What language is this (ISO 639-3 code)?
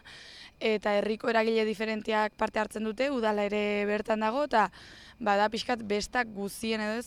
eus